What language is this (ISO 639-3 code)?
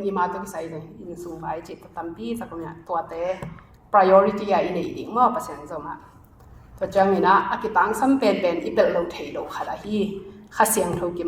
ctd